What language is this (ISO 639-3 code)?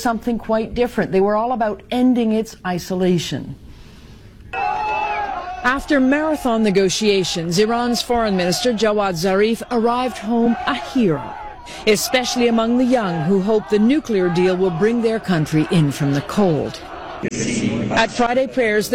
eng